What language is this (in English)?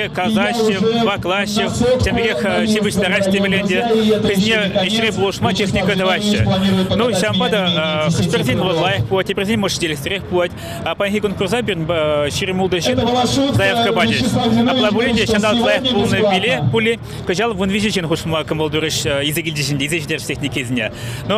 Chuvash